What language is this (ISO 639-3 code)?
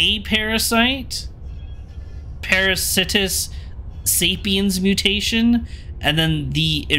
eng